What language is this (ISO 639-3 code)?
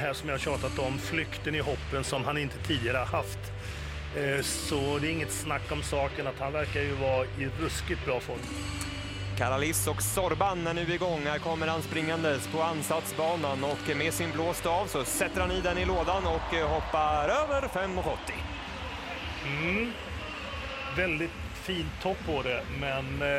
swe